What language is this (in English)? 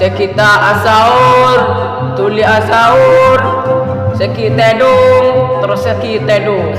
Madurese